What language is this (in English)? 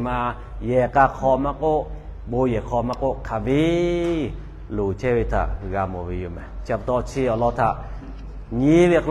Lahu